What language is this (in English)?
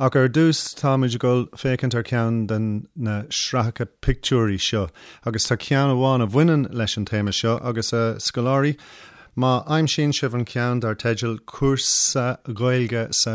Irish